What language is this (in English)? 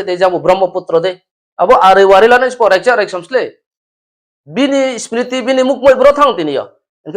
Riang (India)